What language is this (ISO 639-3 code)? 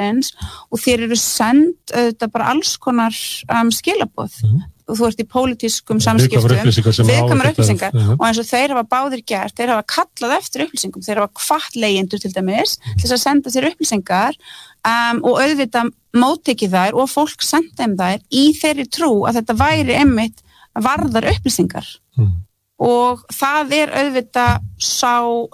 isl